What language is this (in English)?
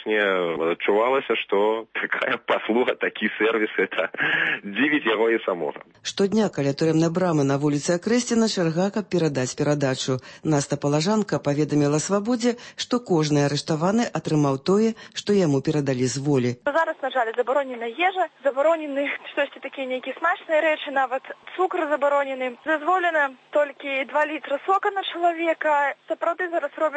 Belarusian